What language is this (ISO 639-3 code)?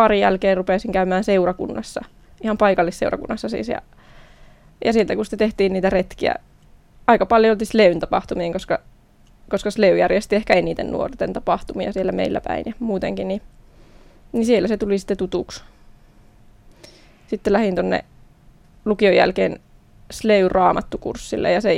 fin